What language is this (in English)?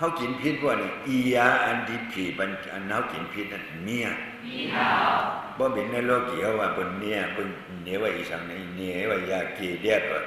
Shan